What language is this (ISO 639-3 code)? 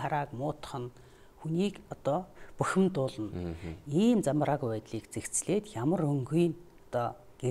mon